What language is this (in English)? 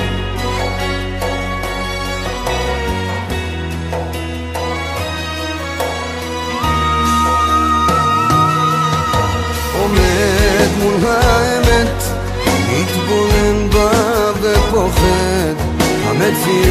Hebrew